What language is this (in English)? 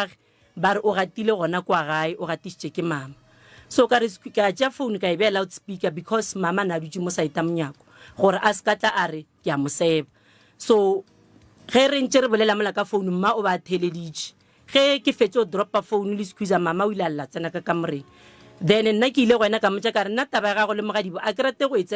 Northern Sotho